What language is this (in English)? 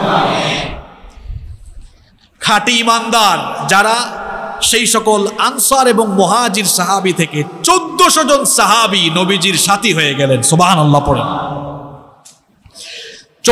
Bangla